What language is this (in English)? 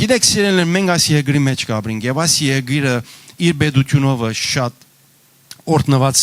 Western Armenian